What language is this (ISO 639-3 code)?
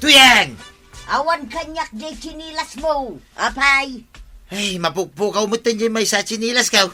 ilo